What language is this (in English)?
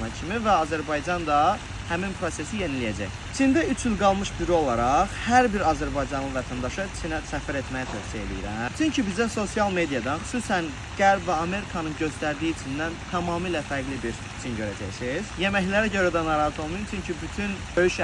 Azerbaijani